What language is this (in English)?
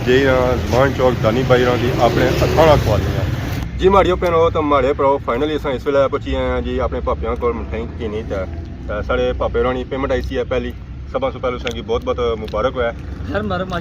Pahari-Potwari